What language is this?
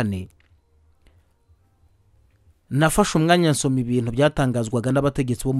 Kinyarwanda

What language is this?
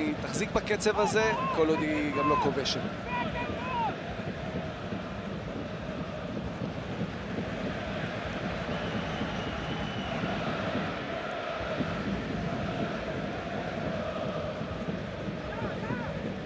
Hebrew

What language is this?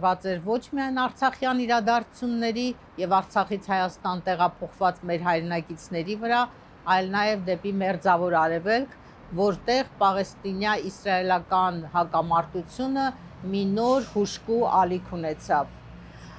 Armenian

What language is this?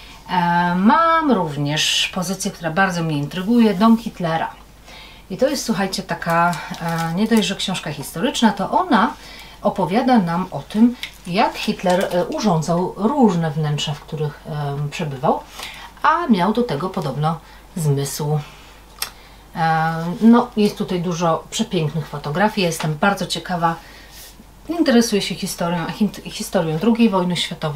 Polish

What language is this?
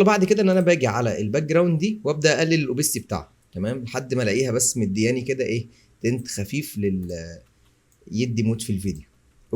Egyptian Arabic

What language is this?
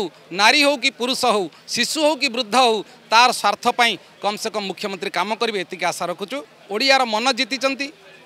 Odia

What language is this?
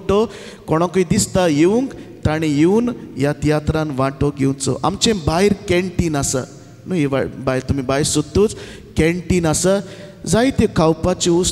Konkani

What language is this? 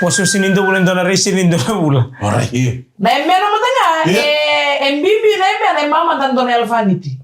Fijian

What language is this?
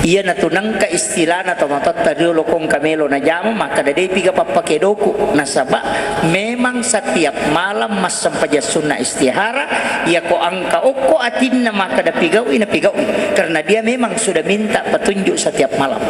Buginese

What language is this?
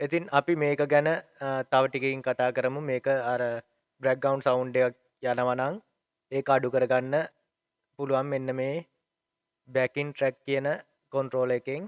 Sinhala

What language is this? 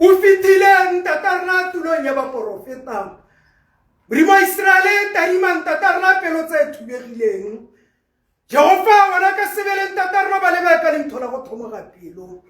Tswana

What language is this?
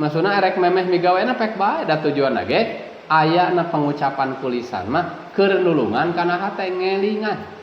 Sundanese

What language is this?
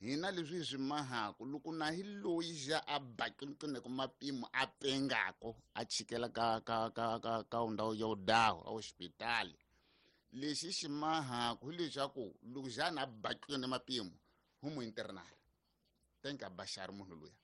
Tsonga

